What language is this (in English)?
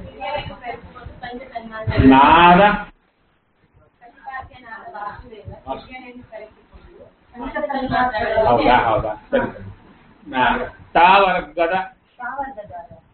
Kannada